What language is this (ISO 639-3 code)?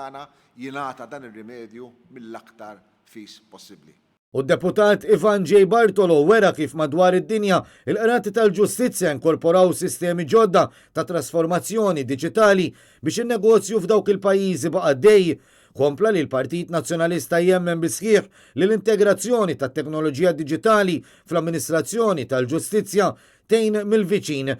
mlt